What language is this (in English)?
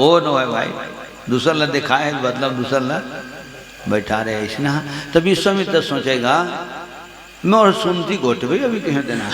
Chhattisgarhi